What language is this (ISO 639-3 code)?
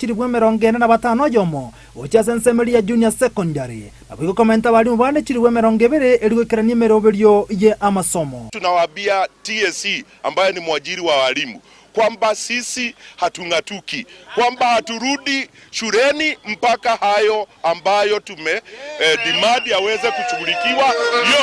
guz